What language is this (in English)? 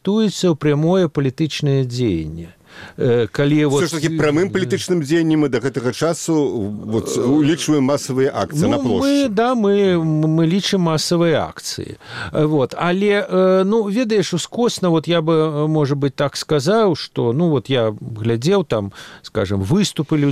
Belarusian